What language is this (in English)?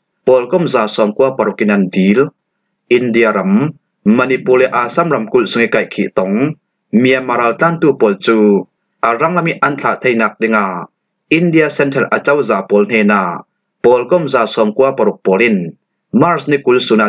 Falam Chin